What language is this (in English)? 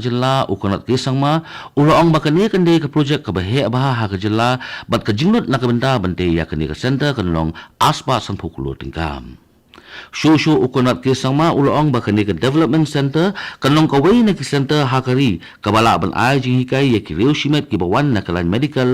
Khasi